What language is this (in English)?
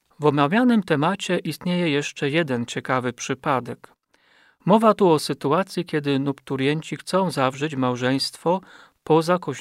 Polish